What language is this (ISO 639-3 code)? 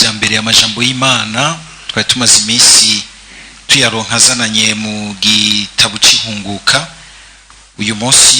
run